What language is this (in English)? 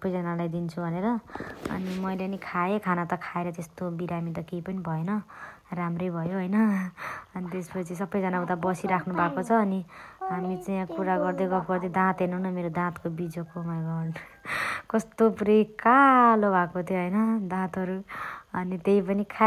Nepali